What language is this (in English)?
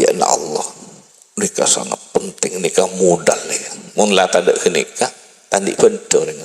Madurese